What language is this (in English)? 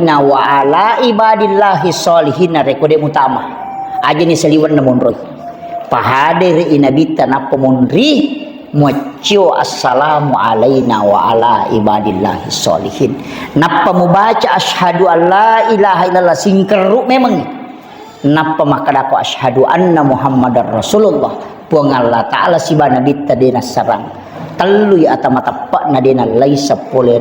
Buginese